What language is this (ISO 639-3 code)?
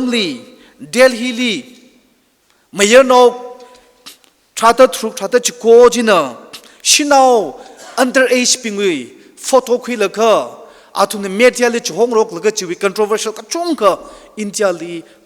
nmf